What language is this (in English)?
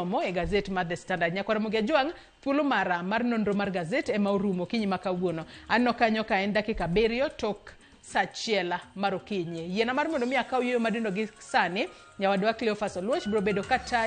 Luo (Kenya and Tanzania)